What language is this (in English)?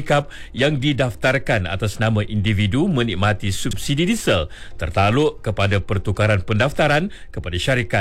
Malay